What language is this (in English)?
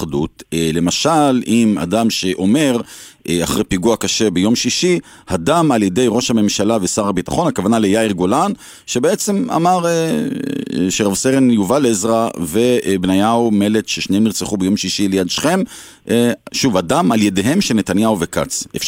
Hebrew